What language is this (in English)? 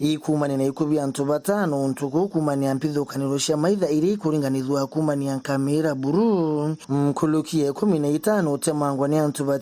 Meru